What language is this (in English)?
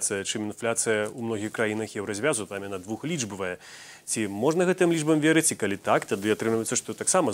Belarusian